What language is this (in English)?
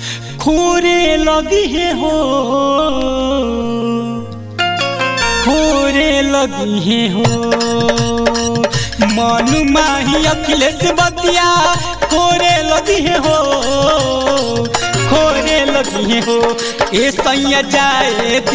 Bhojpuri